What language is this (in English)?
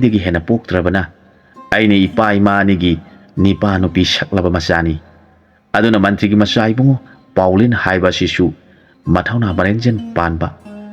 Manipuri